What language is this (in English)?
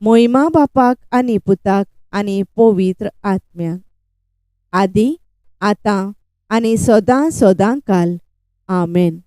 Konkani